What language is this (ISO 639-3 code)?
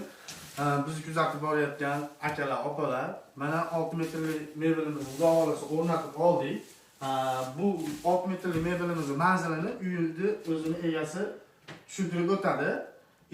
uzb